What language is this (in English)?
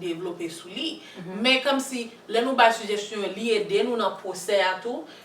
Haitian Creole